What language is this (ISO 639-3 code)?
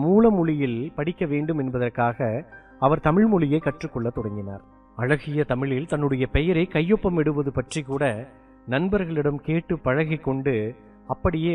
tam